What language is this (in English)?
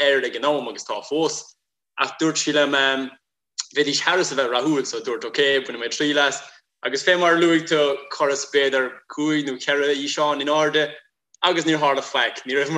Irish